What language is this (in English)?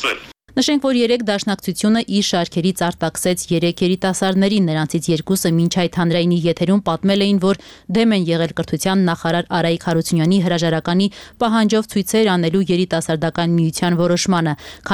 Armenian